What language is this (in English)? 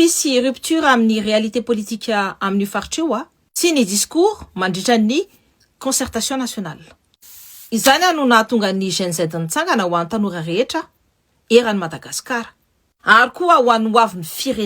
Malagasy